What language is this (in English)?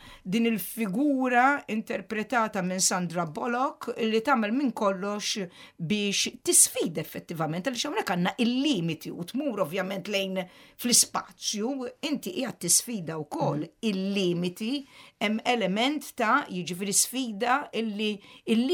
Maltese